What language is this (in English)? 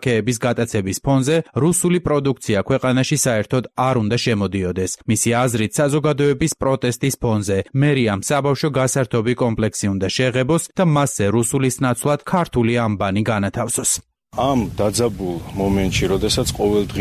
Georgian